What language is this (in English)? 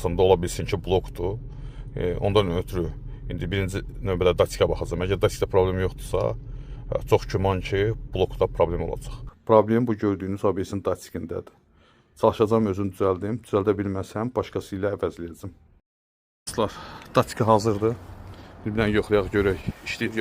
Azerbaijani